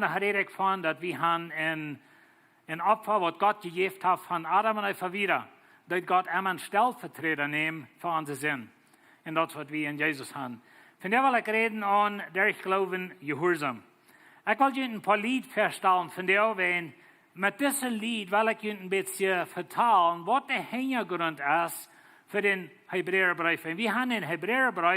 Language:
Plautdietsch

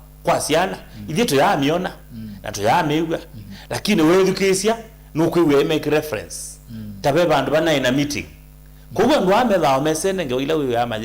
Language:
Kamba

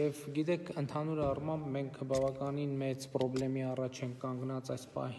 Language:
Armenian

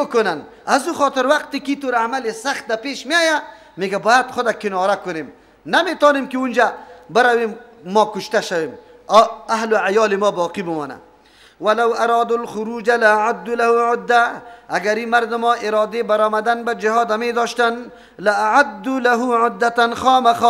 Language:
Persian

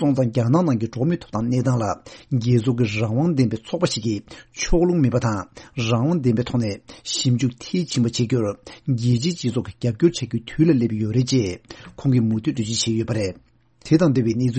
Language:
Tibetan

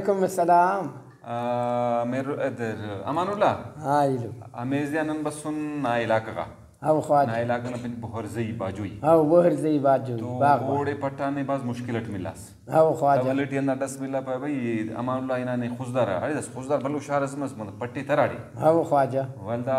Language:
Brahui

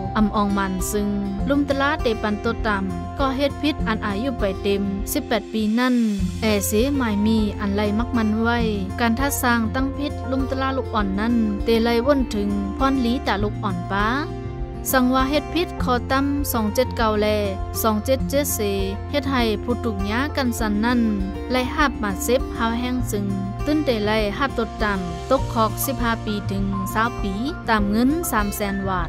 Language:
Shan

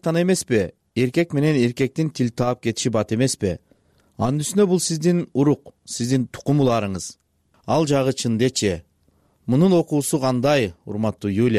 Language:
Kyrgyz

